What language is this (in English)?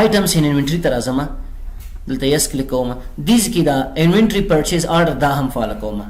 Pashto